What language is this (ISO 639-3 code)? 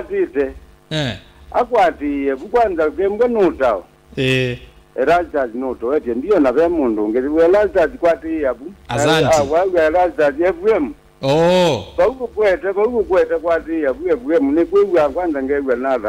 kam